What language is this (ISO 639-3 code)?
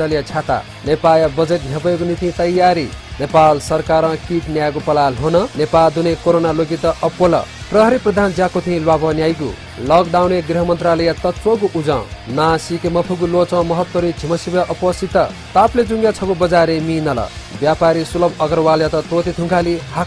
new